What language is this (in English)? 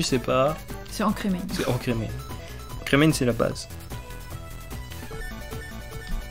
French